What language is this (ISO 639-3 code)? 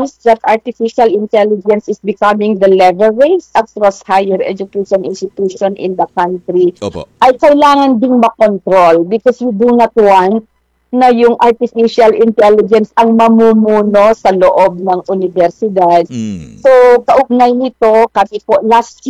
fil